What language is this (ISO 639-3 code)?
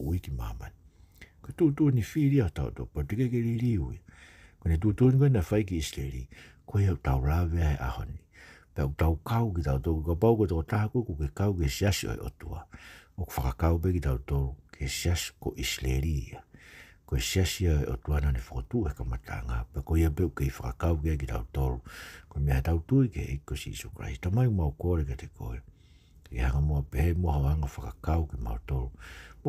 ton